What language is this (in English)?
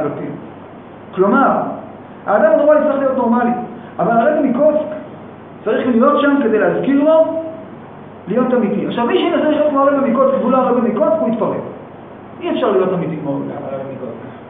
Hebrew